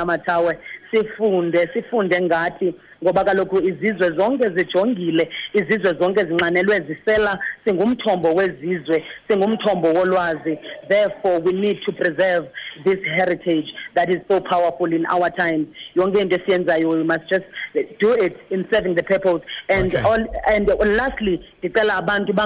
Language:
Xhosa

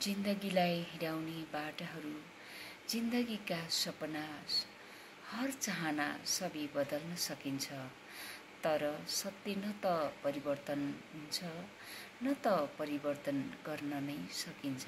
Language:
Nepali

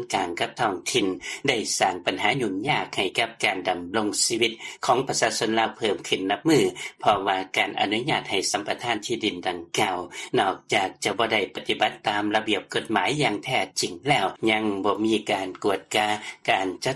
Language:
Lao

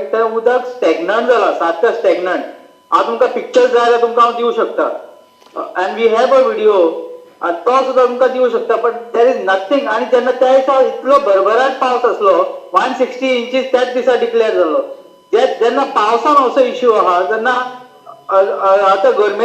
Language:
Konkani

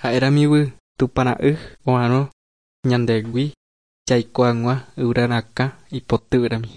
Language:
Guarani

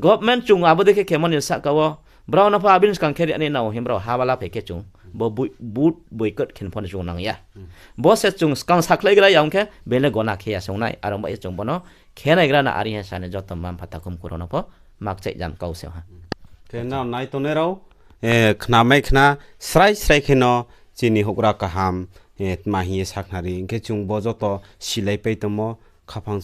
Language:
Riang (India)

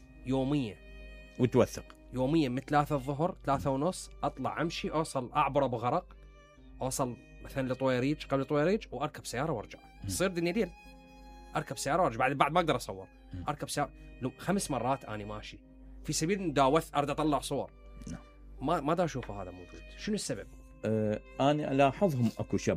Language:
Mesopotamian Arabic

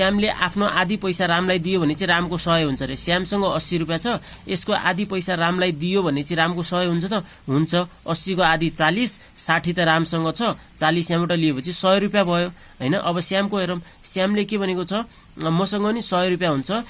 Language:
Nepali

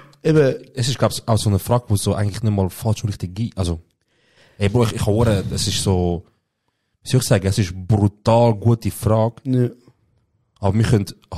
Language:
Swiss German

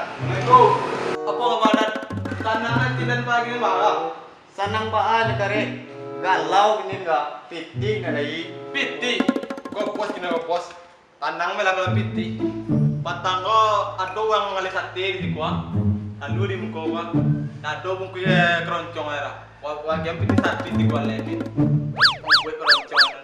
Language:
Minangkabau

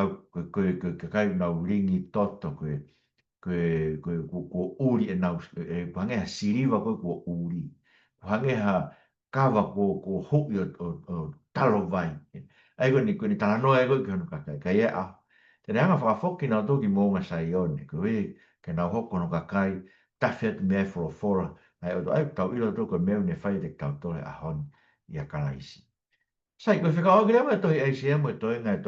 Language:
Tongan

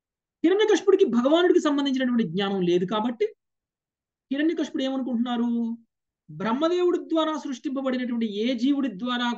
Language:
Telugu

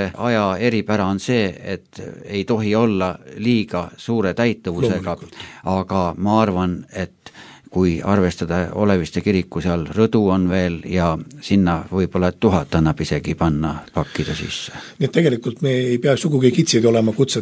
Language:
Estonian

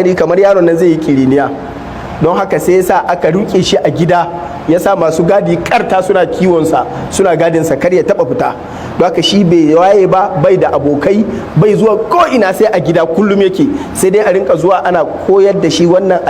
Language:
Hausa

